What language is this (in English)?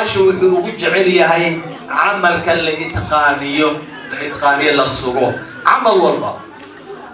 Somali